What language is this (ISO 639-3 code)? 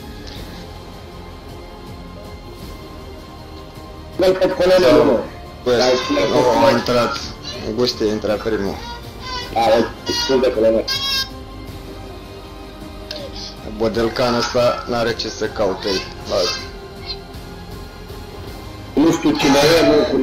ron